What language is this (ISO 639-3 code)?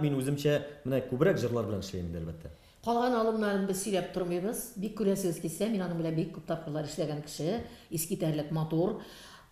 tat